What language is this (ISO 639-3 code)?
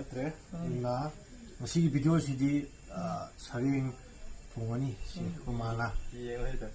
mni